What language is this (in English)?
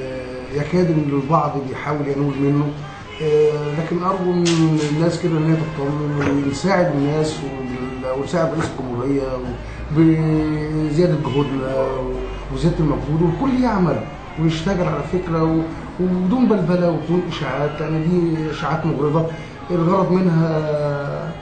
Egyptian Arabic